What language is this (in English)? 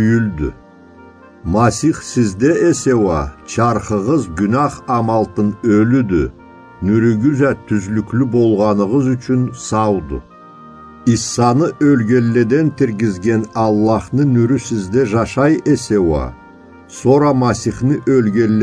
Karachay-Balkar